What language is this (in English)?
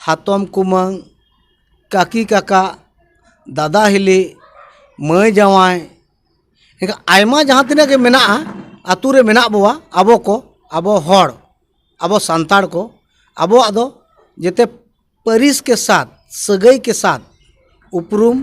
Santali